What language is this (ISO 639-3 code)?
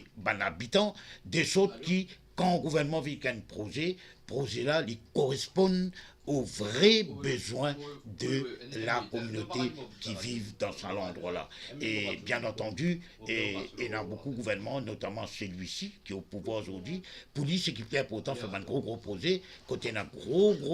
mfe